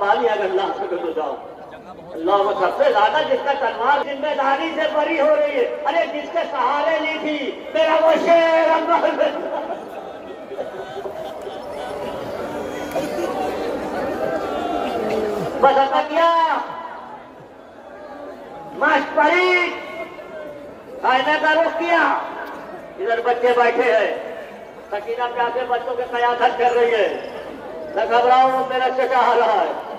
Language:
Urdu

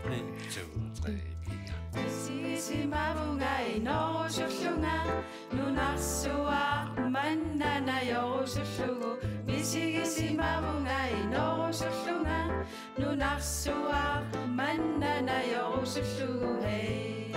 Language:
Kalaallisut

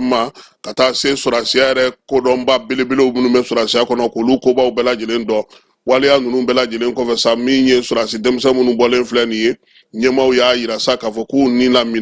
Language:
Bambara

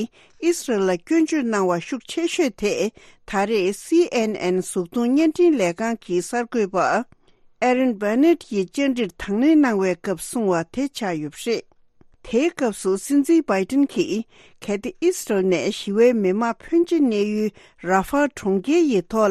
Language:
Tibetan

